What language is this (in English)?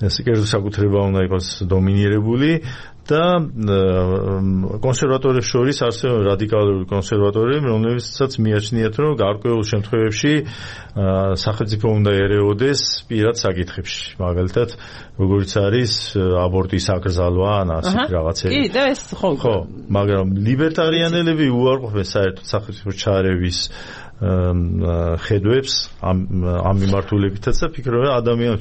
Georgian